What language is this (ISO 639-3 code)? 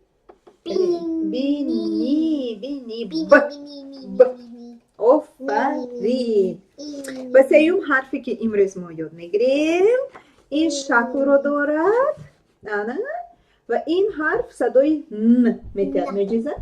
tgk